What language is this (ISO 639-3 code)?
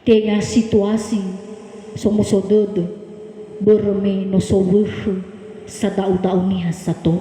nia